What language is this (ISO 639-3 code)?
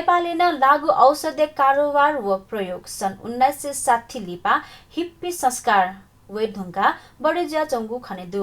new